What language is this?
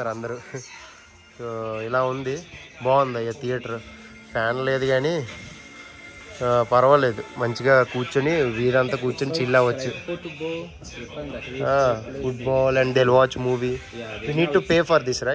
Telugu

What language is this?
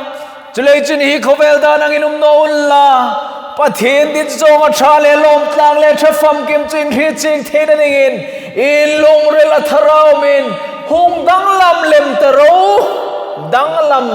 Hmar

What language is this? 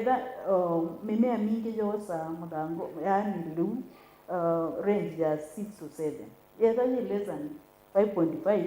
Kamba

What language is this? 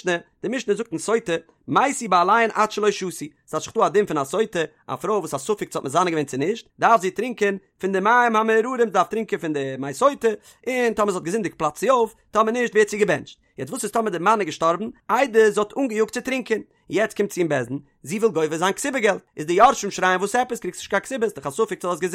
Yiddish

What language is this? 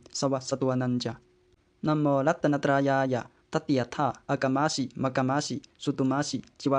Pali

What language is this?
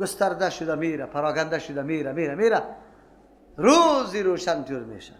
Persian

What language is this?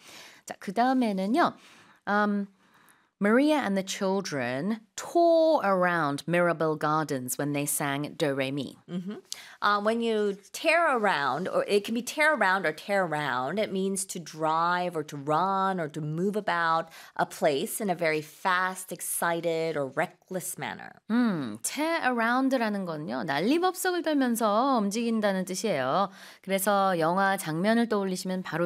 Korean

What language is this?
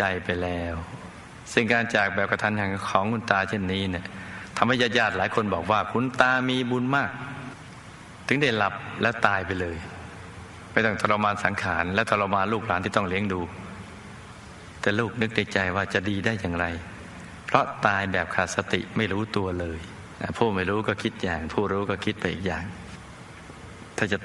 Thai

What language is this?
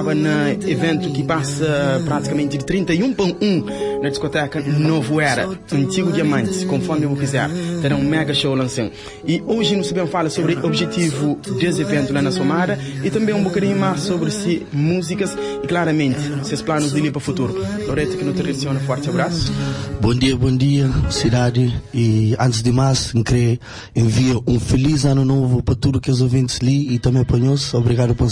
Kabuverdianu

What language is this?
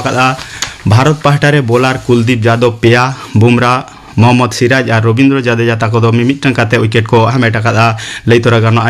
Santali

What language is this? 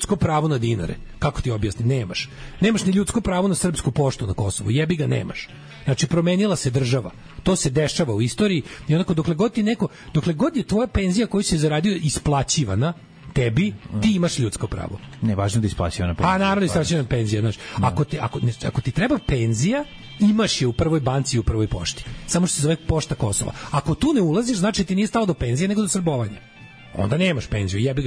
Serbian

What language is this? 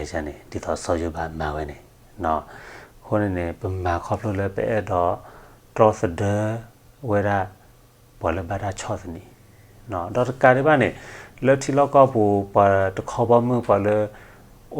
S'gaw Karen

